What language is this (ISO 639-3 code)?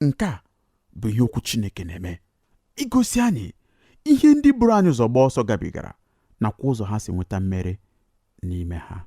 ibo